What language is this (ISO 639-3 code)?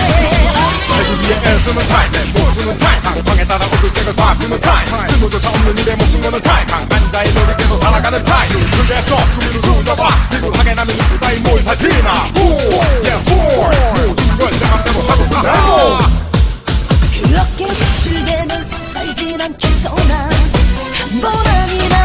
kor